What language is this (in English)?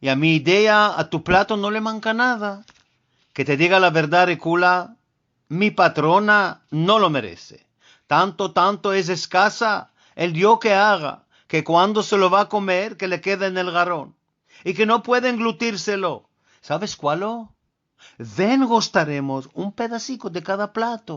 Ladino